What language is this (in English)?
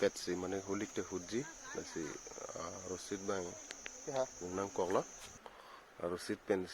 Karbi